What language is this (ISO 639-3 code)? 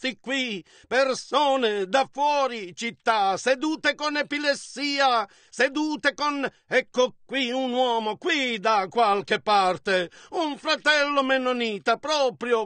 ita